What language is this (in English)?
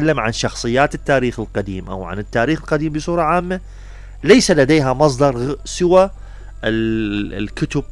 Mesopotamian Arabic